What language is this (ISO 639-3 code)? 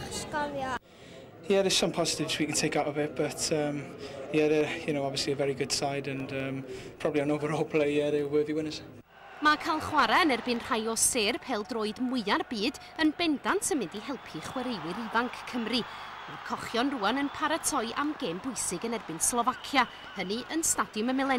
cym